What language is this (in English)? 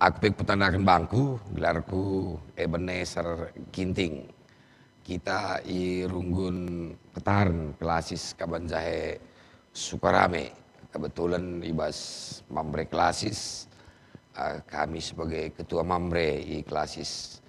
Batak Karo